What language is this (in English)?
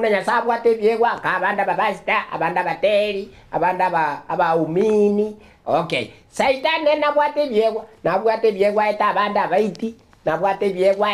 Gusii